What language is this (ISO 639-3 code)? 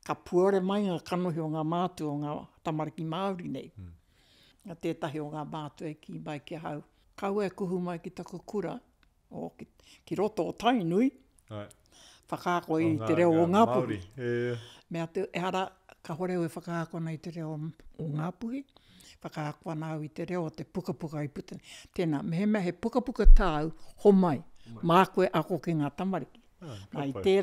mri